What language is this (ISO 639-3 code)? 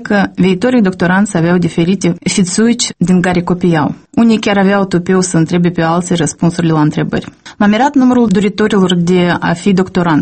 ron